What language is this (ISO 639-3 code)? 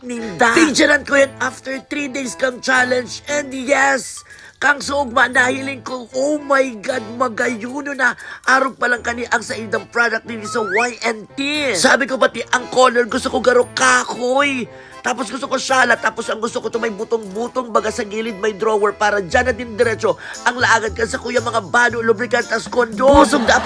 bik